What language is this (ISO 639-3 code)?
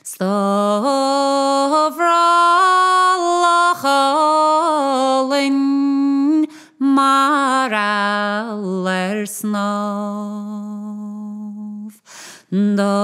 gle